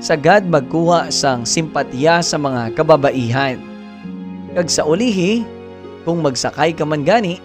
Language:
Hiligaynon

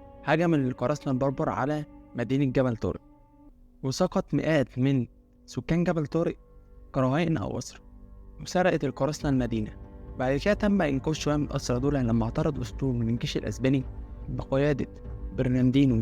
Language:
Egyptian Arabic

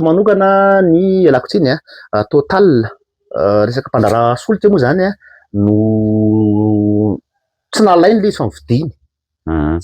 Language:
Malagasy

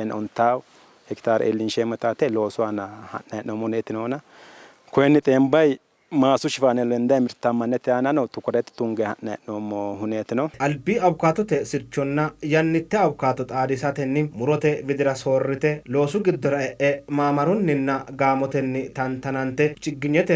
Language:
Sidamo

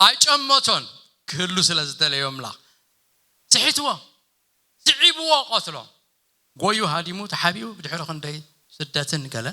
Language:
Tigrinya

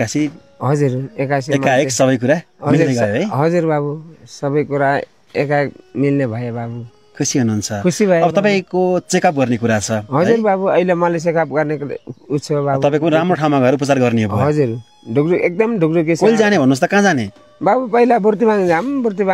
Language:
Nepali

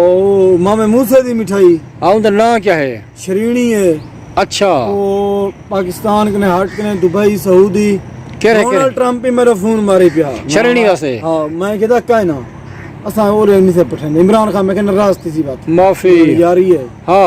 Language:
Saraiki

